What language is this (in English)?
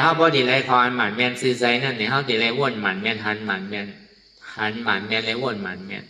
Shan